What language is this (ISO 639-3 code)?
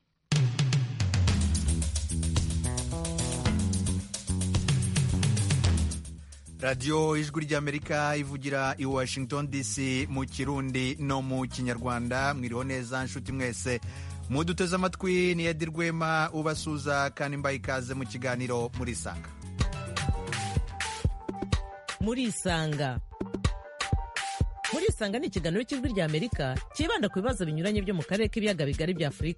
kin